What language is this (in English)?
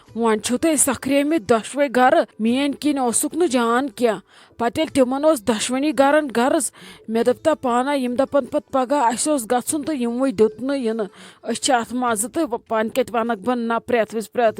Kashmiri